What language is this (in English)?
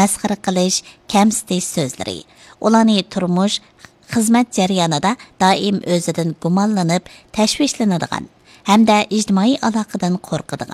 Uyghur